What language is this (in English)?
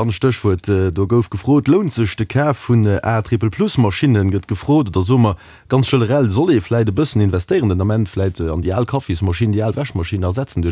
Luxembourgish